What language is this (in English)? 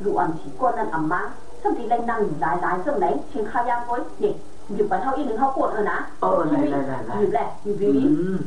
Shan